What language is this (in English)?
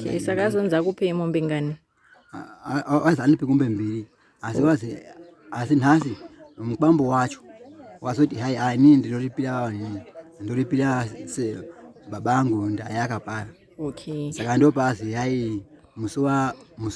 Shona